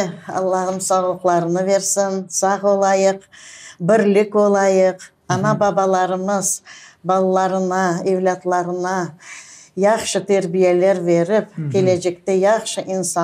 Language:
Crimean Tatar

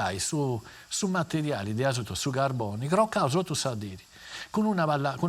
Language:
Sardinian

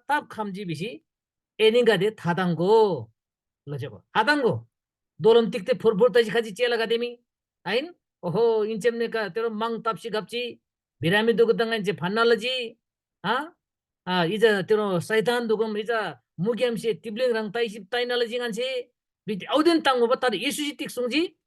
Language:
Eastern Tamang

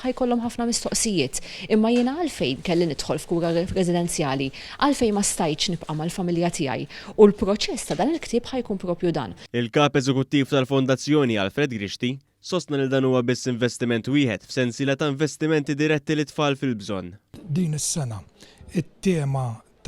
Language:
Maltese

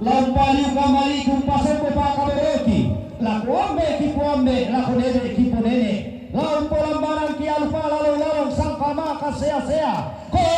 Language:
Toraja-Sa'dan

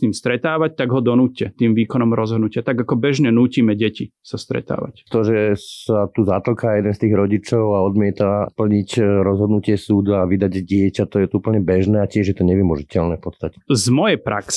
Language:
Slovak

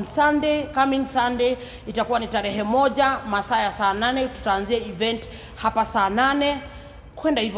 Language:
Kikuyu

